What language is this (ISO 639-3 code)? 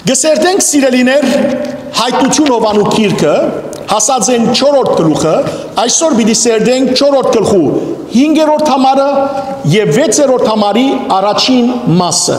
hyw